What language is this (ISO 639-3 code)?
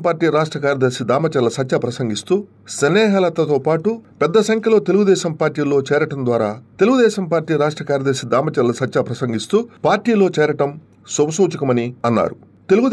tel